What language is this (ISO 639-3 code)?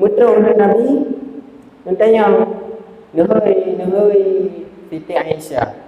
ace